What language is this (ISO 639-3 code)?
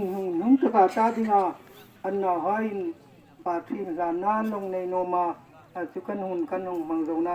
hmr